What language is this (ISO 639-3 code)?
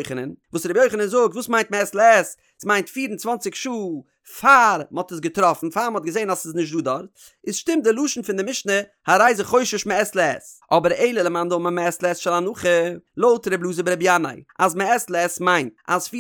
yid